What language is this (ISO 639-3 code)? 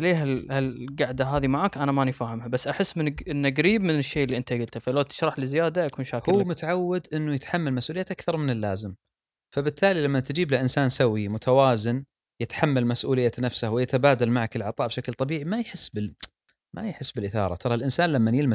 afb